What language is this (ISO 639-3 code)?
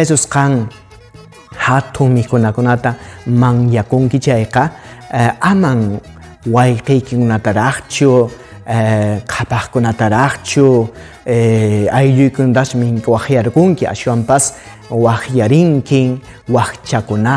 que